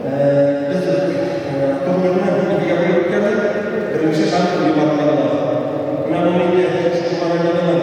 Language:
Tatar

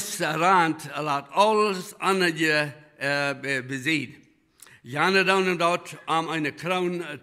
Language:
Plautdietsch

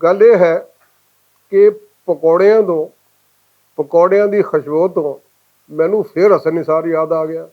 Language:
Western Panjabi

